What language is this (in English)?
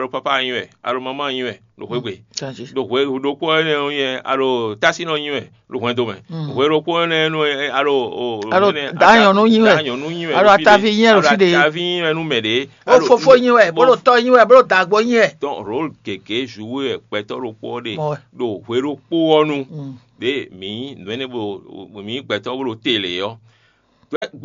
Fon